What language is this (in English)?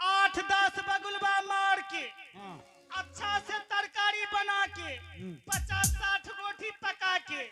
Angika